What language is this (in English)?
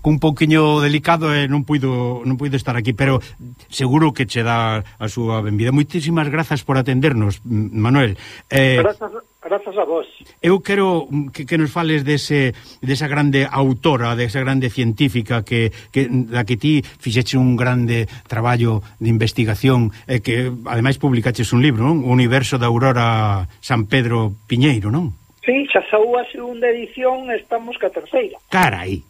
Galician